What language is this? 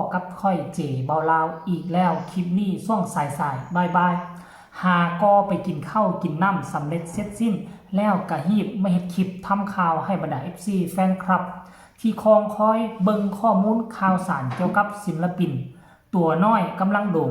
Northeastern Thai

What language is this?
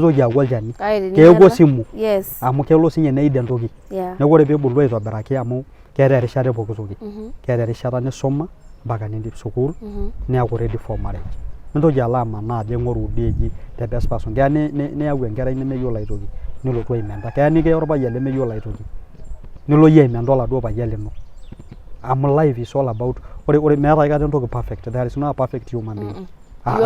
Masai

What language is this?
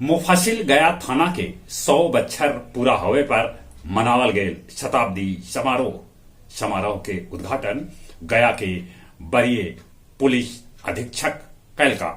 Magahi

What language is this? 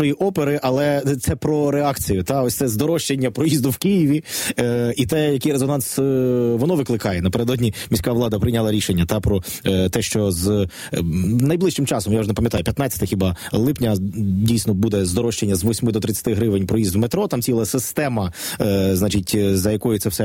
Ukrainian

